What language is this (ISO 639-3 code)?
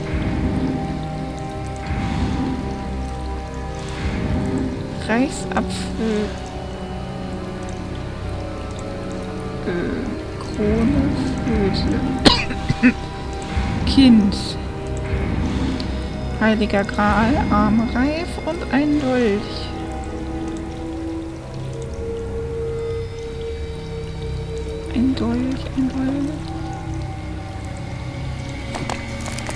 deu